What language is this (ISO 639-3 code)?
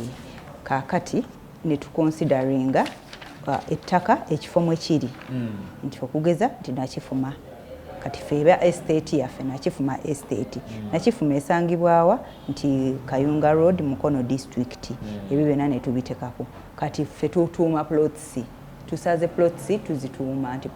lug